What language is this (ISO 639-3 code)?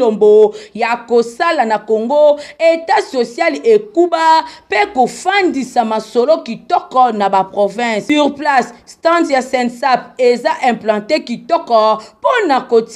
lin